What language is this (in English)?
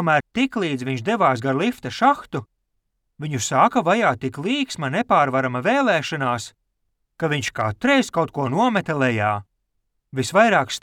Latvian